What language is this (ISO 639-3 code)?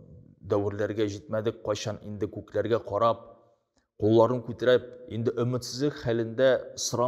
tat